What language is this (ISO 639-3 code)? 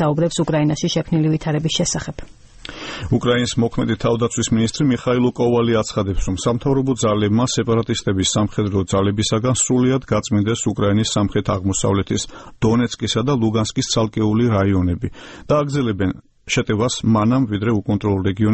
kat